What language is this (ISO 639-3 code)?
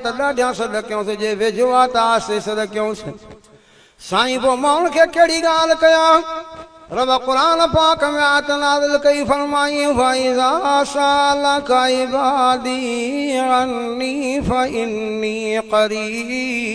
snd